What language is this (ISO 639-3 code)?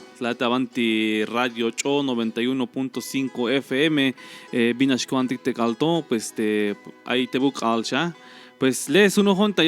tzh